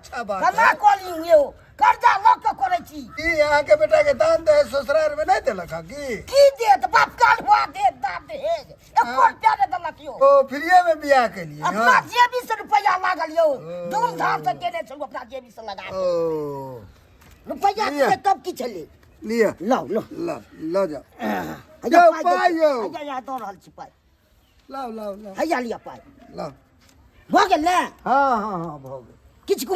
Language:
Maithili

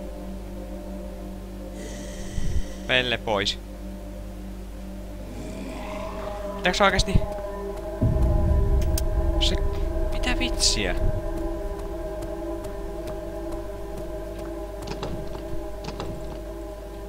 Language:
Finnish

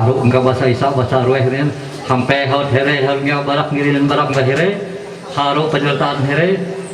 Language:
Ma'anyan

